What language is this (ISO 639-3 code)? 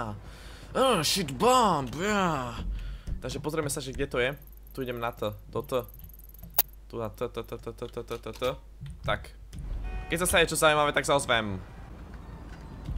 slk